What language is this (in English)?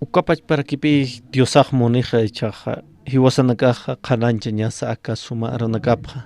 Aymara